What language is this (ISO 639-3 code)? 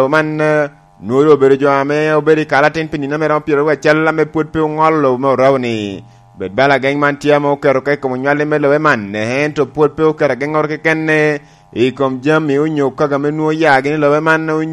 laj